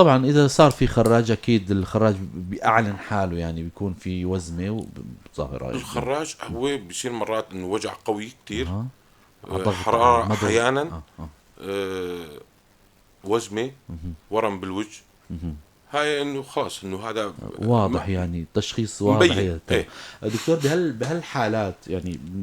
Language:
North Levantine Arabic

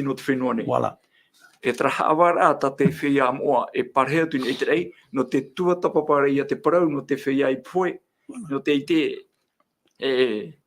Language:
Tahitian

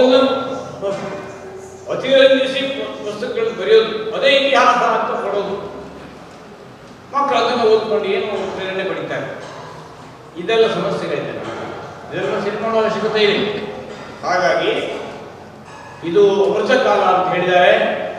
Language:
Kannada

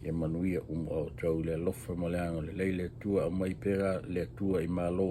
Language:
Samoan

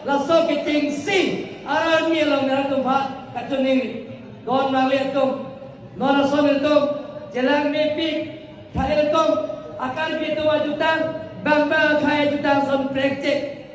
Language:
Karbi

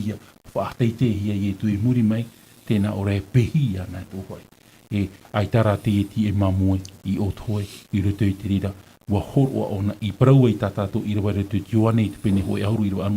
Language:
Tahitian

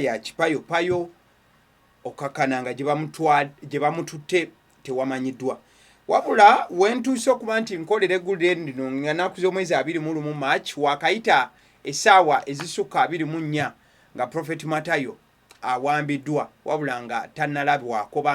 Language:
Ganda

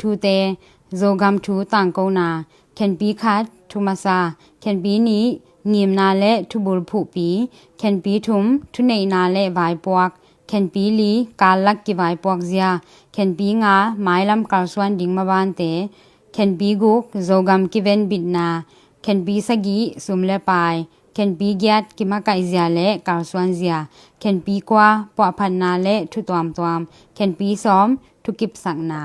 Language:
Tedim Chin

